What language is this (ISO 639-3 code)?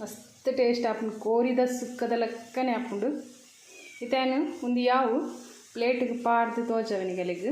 tcy